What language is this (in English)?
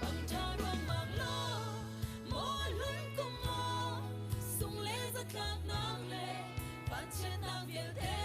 Hakha Chin